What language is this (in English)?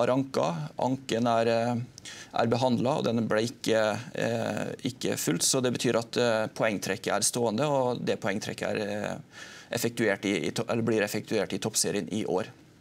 Norwegian